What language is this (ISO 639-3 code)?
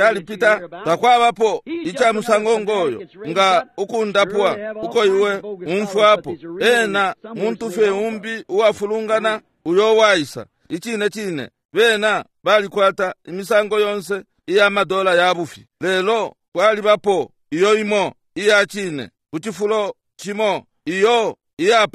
bem